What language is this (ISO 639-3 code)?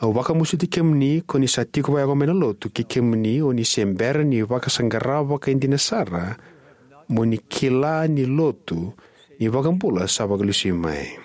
fij